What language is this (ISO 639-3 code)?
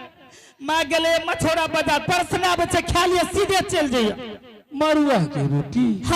anp